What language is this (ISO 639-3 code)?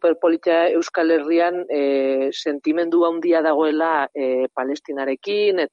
eus